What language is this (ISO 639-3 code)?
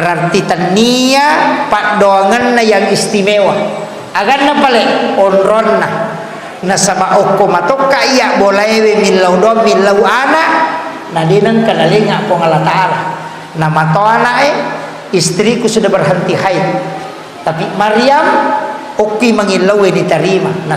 bug